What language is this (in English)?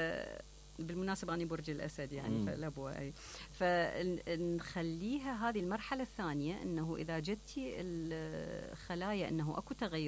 Mesopotamian Arabic